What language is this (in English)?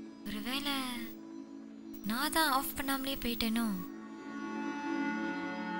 Tamil